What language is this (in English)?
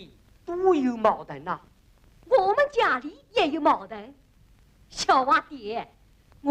Wu Chinese